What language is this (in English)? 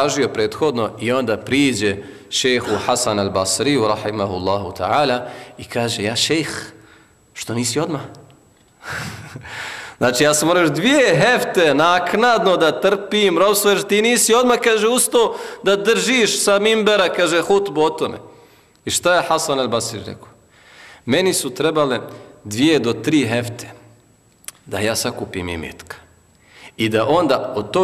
Bosnian